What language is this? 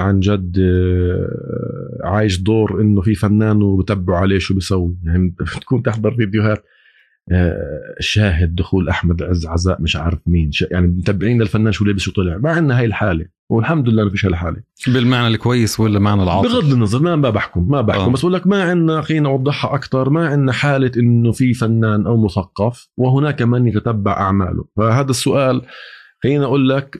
North Levantine Arabic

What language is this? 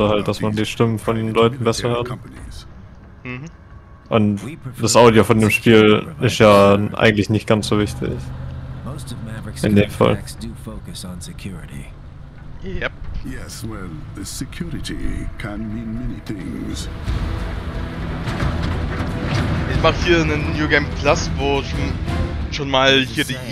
German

